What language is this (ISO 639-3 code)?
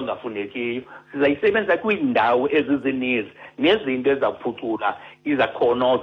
xho